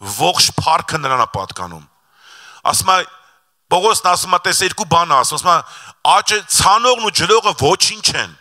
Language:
Armenian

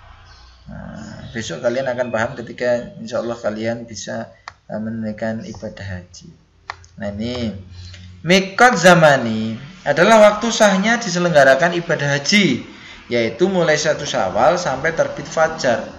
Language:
Indonesian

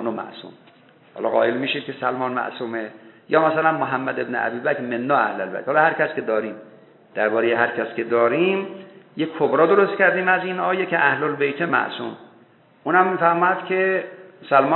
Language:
Persian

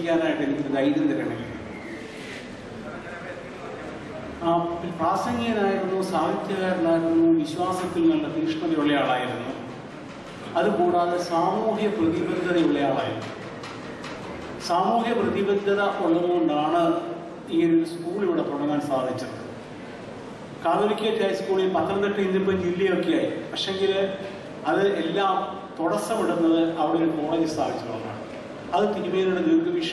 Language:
Malayalam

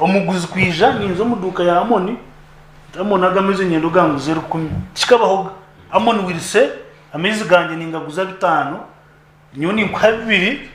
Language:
Nyankole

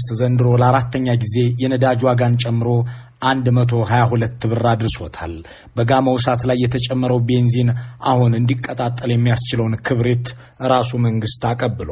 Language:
Amharic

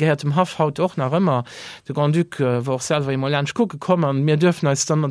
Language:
Luxembourgish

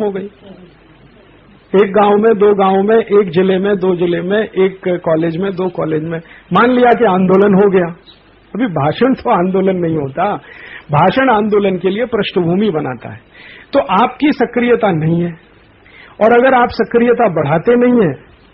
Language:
Hindi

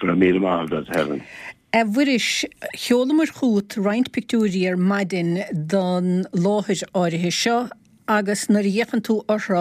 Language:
Irish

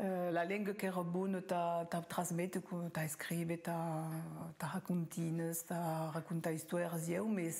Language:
Occitan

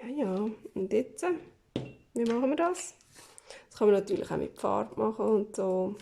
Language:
Swiss German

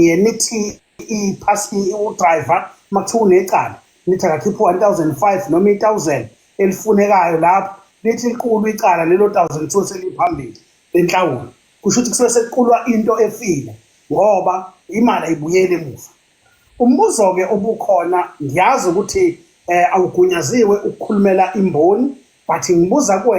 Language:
Zulu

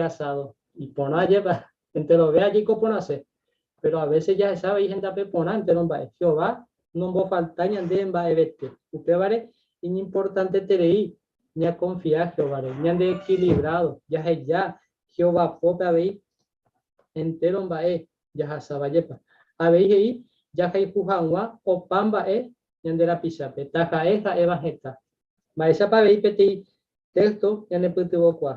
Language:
Guarani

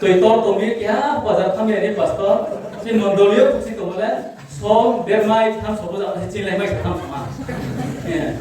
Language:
Riang (India)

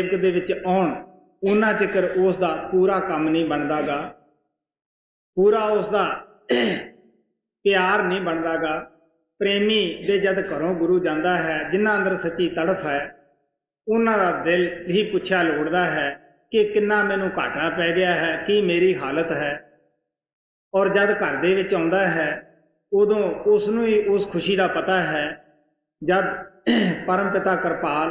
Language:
Punjabi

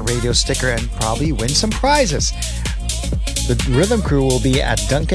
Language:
English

